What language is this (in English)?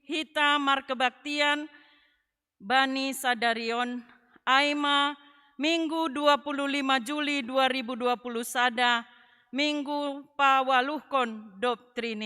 Batak Simalungun